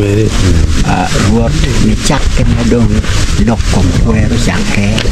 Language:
Acoli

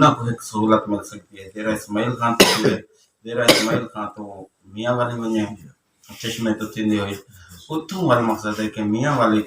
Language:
Saraiki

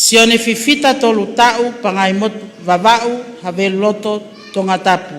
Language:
Tongan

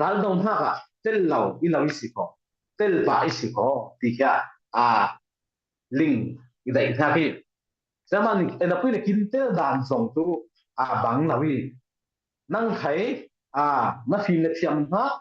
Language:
Falam Chin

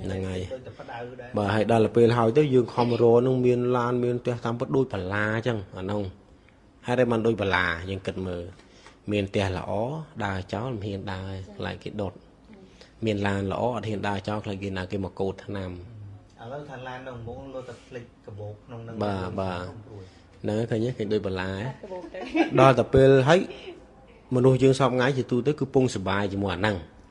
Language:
Khmer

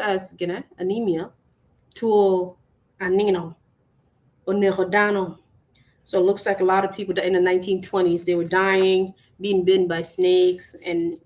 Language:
Acoli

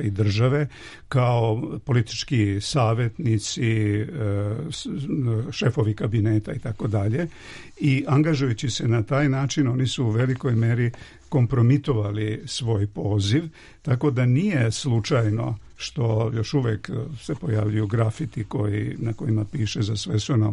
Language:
Serbian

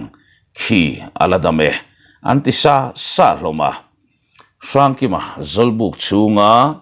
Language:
Mizo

